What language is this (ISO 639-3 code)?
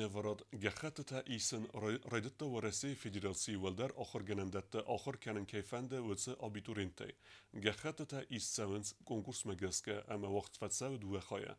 oss